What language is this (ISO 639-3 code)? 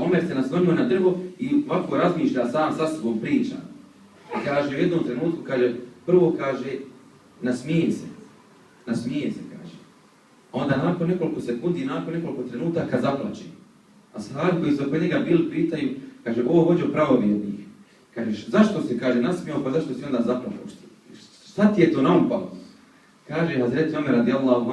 bos